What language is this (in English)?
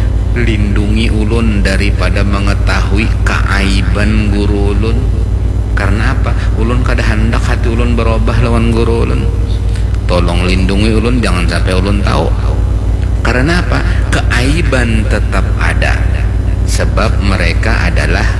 Banjar